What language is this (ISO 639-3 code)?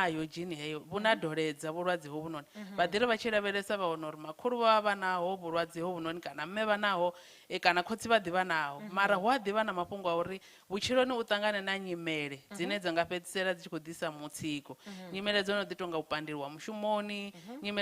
ven